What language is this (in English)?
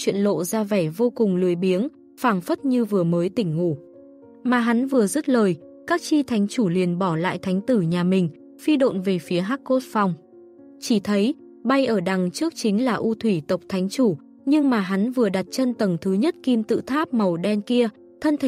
Vietnamese